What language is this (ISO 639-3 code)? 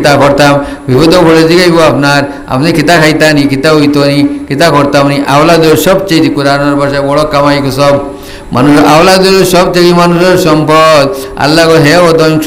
syl